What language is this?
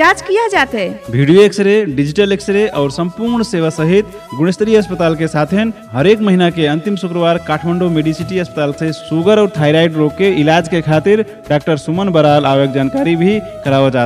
Bhojpuri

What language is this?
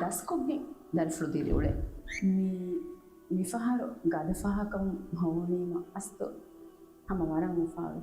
Divehi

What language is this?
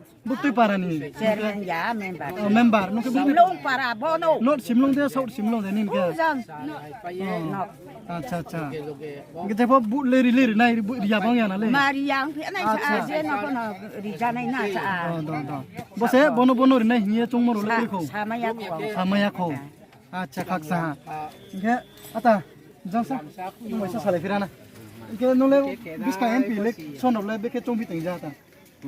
Riang (India)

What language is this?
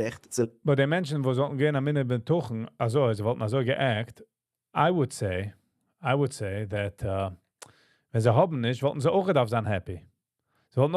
Yiddish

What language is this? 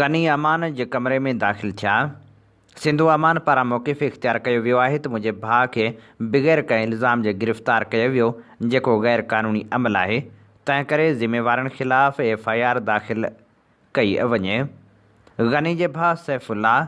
Sindhi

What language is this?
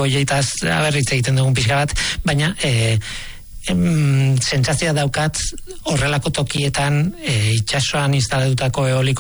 Basque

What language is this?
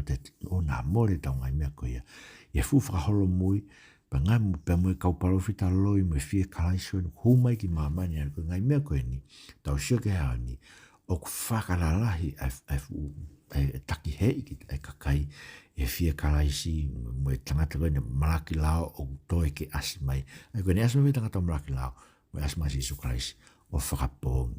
Tongan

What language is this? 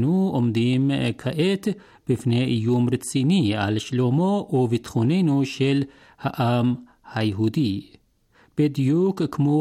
Hebrew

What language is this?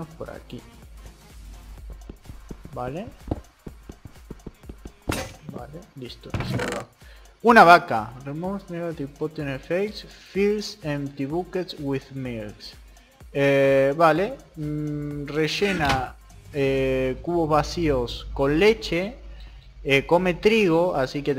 Spanish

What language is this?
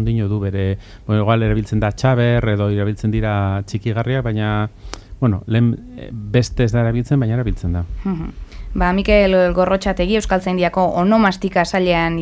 Basque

